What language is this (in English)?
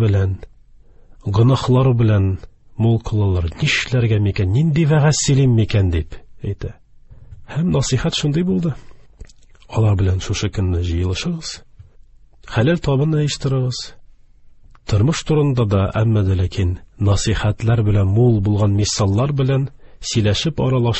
Tatar